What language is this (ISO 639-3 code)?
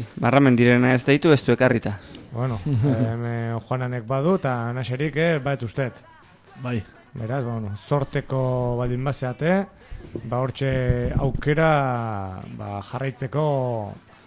eus